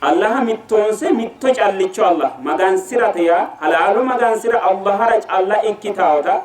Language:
Sidamo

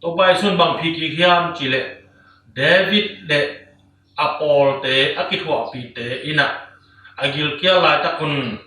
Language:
Tedim Chin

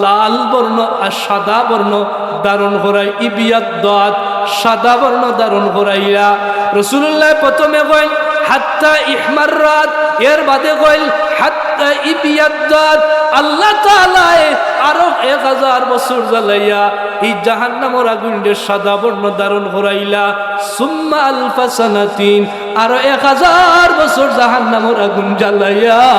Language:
Sylheti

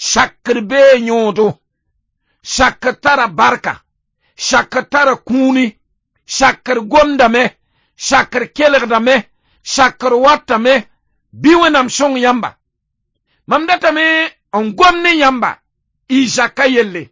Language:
Mossi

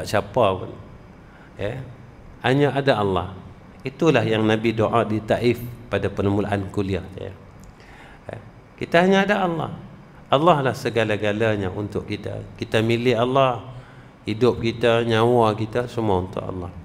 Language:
Malay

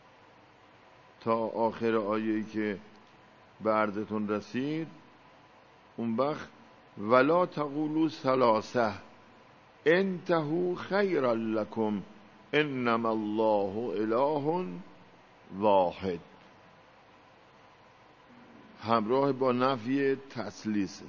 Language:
Persian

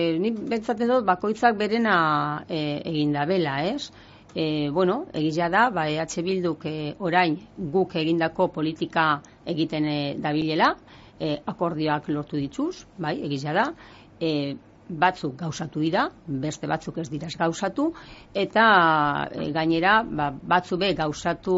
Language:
Basque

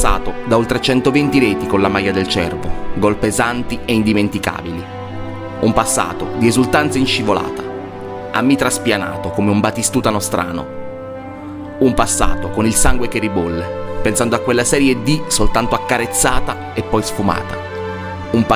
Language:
Italian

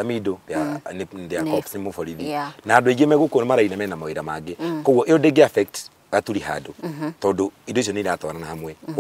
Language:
Kikuyu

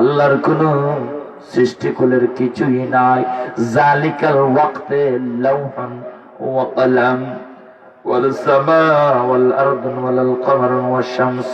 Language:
Sylheti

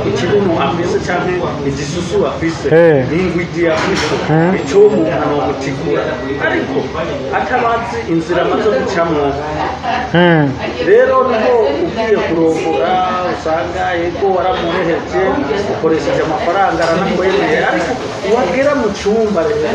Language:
Rundi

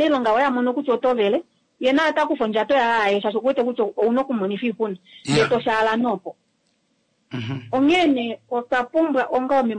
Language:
Kuanyama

